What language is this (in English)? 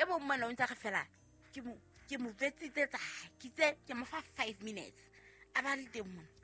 Southern Sotho